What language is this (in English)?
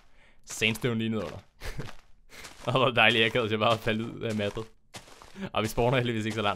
Danish